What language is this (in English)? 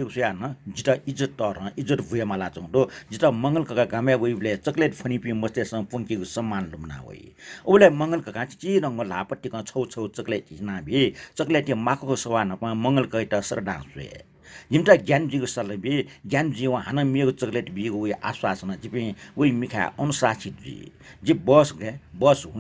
Newari